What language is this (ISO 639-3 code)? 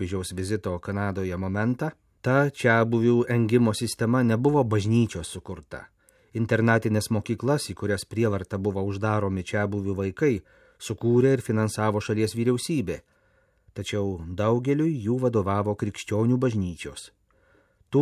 lit